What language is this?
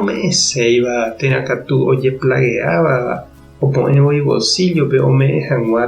Guarani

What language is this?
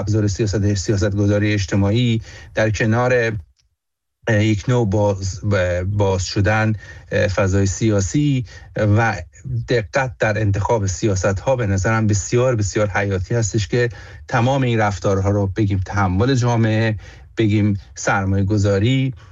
Persian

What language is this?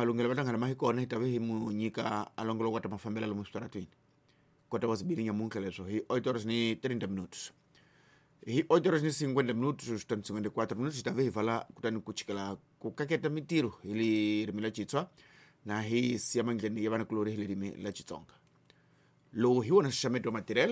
Tsonga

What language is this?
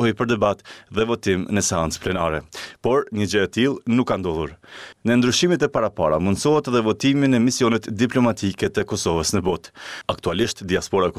Albanian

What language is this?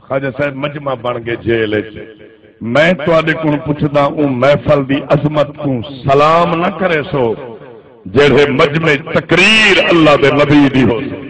Saraiki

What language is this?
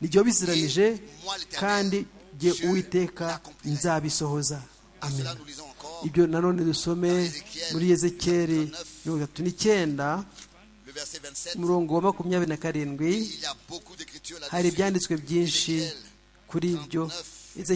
Kinyarwanda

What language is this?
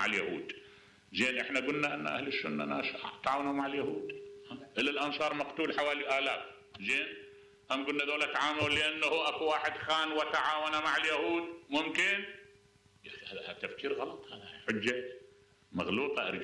Mesopotamian Arabic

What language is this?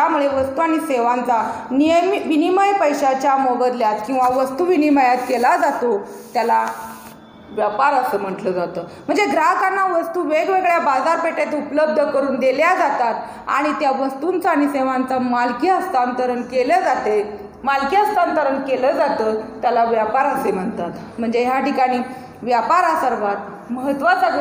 Marathi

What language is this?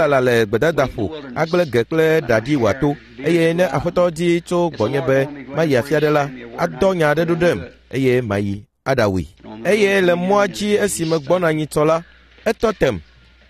Ewe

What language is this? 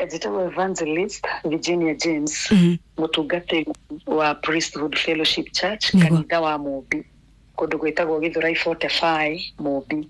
Kikuyu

